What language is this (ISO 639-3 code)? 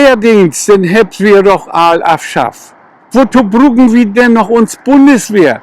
nds